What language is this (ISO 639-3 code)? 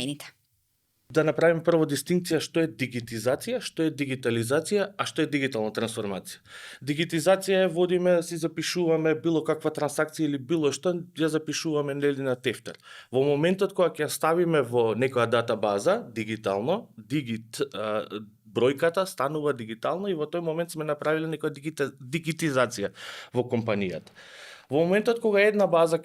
mkd